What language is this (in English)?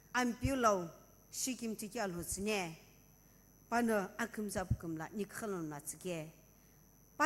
Sumi Naga